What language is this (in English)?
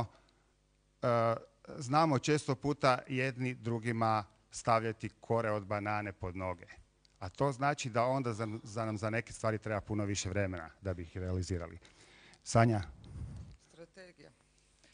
Croatian